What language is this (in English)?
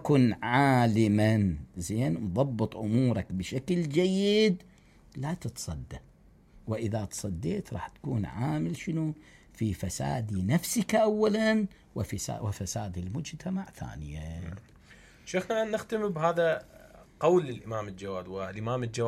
Mesopotamian Arabic